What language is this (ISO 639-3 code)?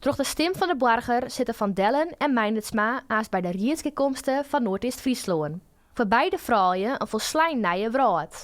fry